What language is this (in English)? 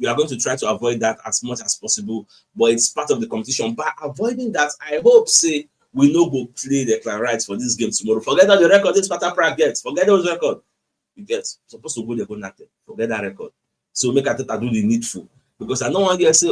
Nigerian Pidgin